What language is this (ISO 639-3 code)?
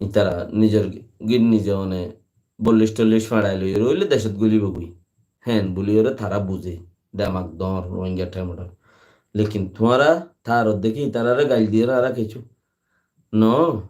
rhg